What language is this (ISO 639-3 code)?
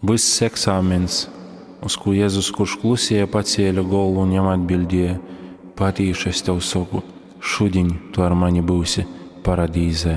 ltg